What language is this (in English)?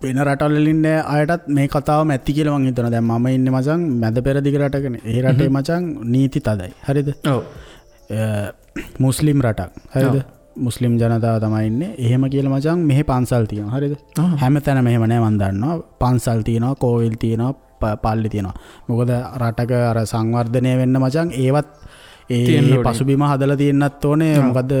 Sinhala